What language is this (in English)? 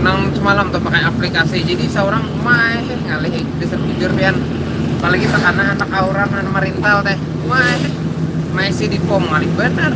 Banjar